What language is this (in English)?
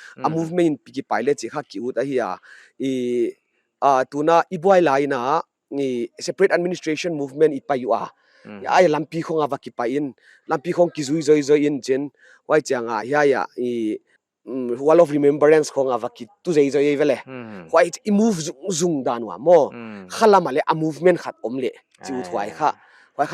Paite Chin